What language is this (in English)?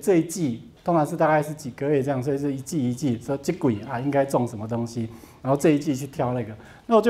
Chinese